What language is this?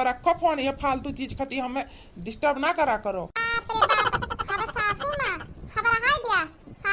Awadhi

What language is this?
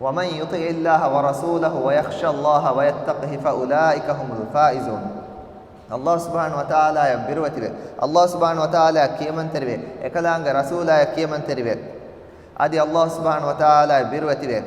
Divehi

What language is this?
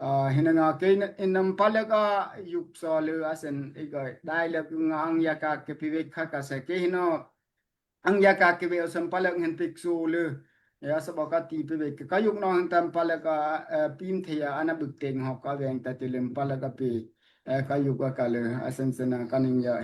Daai Chin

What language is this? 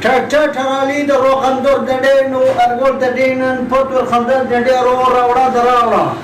Saraiki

